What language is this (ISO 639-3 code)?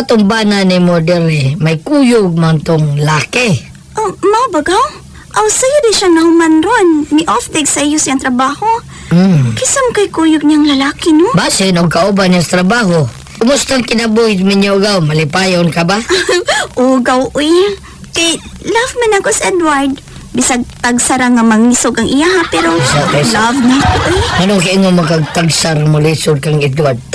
ceb